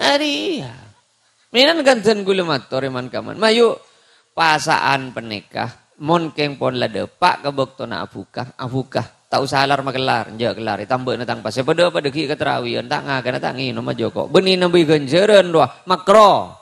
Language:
Madurese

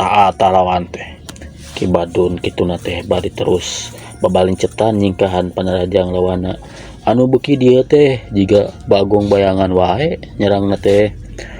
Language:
Sundanese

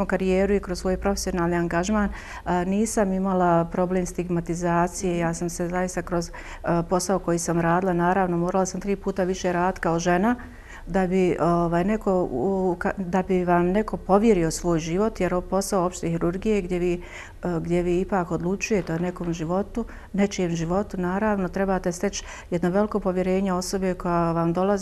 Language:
Croatian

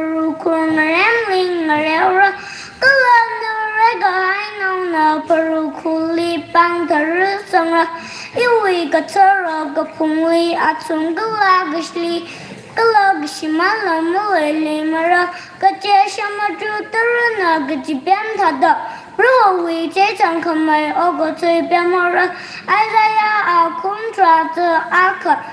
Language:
Tangkhul Naga (India)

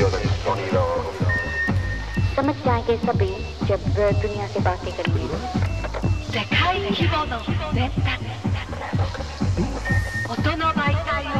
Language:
Icelandic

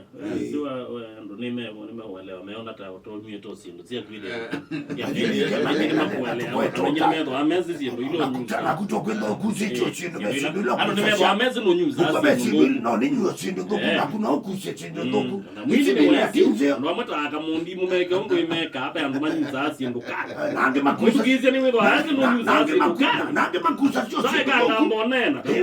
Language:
Kamba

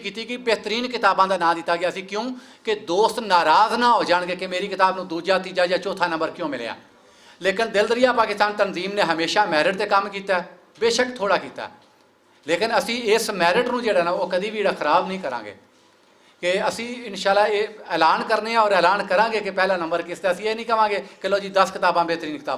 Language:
Western Panjabi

